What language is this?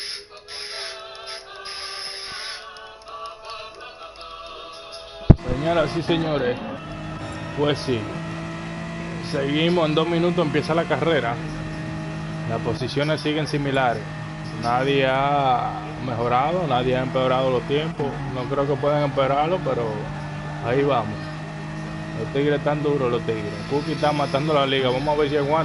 Spanish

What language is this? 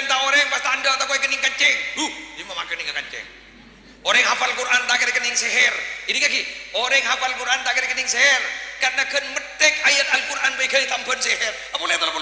Madurese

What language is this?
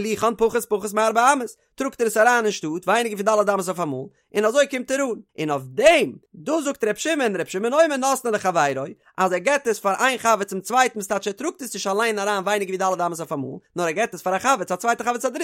Yiddish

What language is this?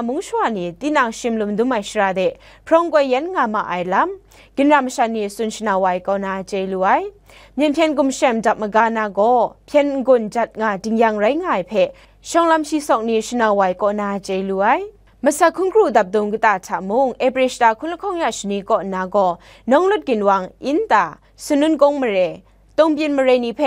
Kachin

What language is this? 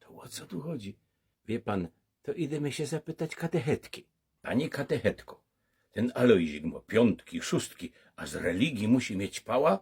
Silesian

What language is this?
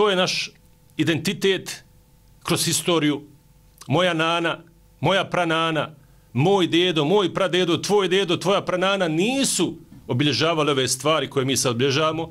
Bosnian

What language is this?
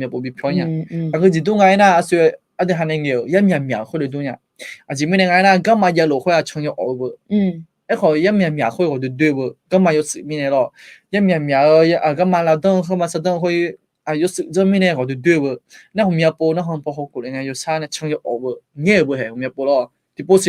Akha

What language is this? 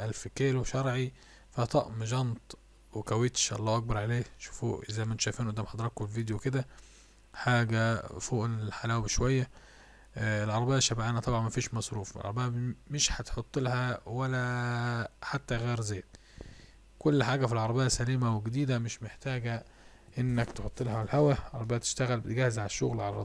Egyptian Arabic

